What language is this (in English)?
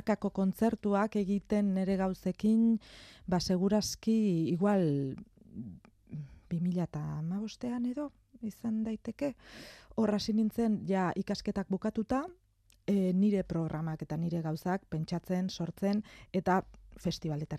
Basque